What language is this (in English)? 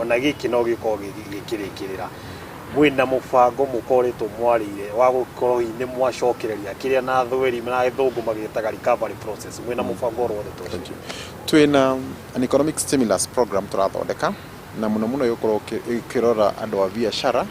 Kikuyu